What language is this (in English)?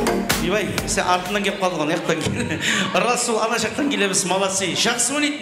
Kara-Kalpak